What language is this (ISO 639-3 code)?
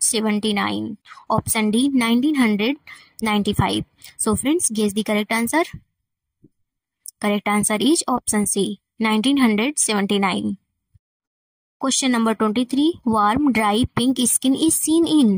eng